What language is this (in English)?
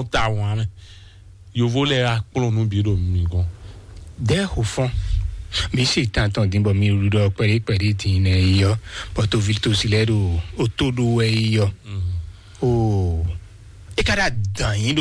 Fon